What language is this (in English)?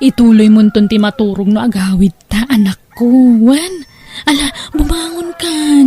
Iloko